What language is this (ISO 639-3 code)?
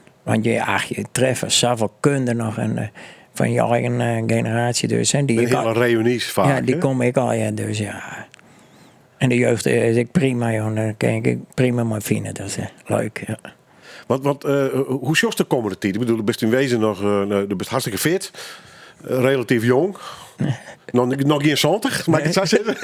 fry